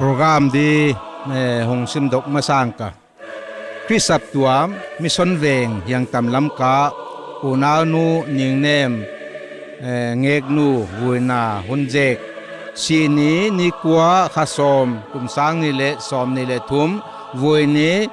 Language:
Paite Chin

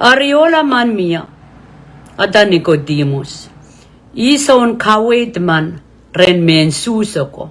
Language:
Pohnpeian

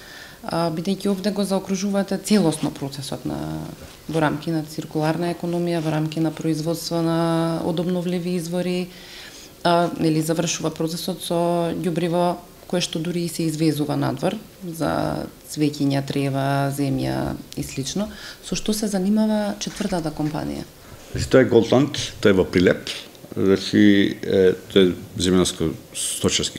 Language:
Macedonian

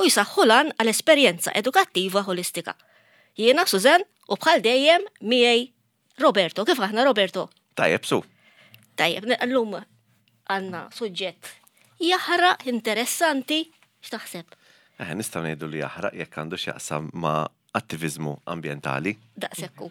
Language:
Maltese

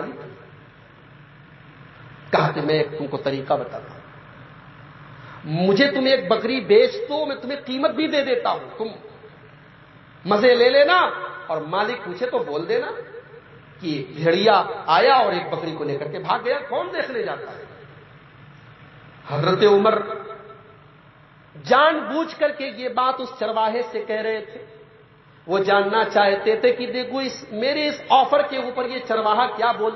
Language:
Urdu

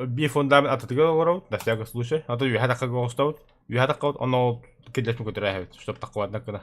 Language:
Yakut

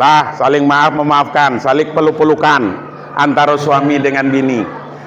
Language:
Minangkabau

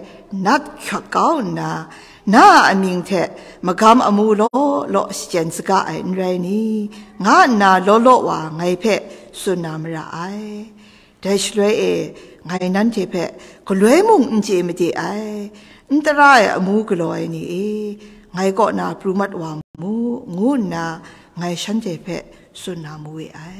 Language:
Kachin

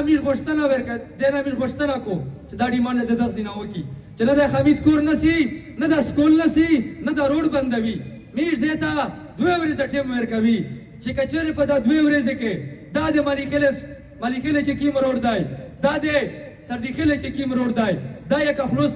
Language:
Pashto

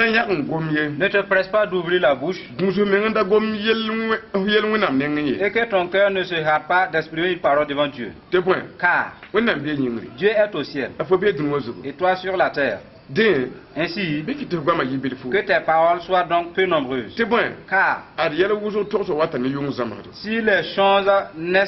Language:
Mossi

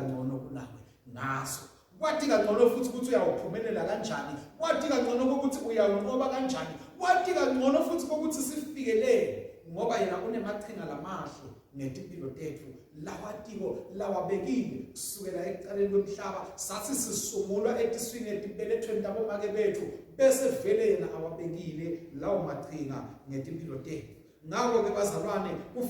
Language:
Swati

